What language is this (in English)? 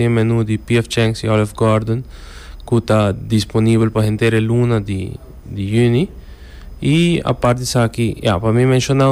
Papiamento